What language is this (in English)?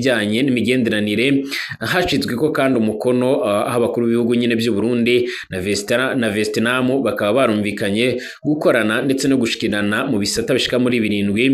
Rundi